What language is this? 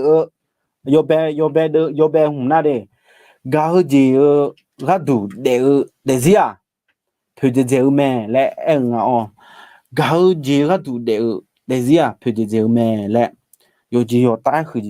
Akha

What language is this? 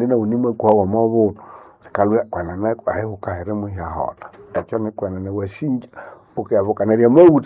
Nande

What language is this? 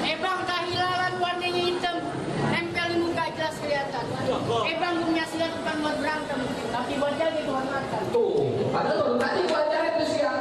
Betawi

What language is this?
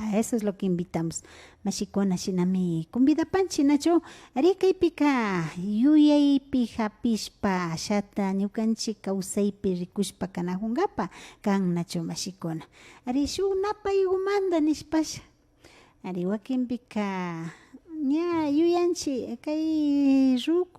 Imbabura Highland Quichua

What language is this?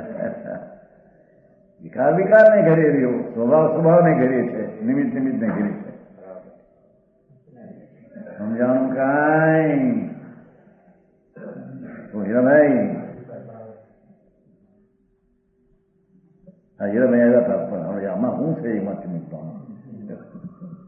Gujarati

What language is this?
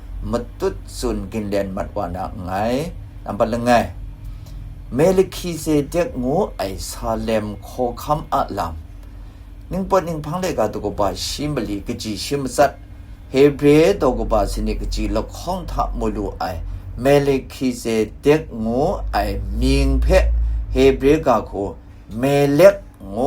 Kachin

